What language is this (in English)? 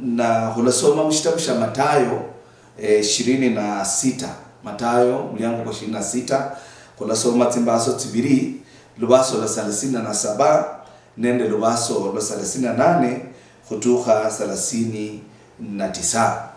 Luyia